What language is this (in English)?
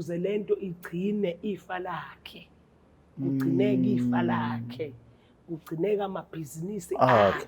Zulu